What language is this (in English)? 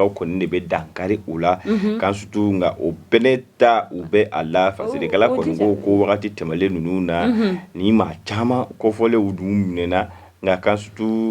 Bambara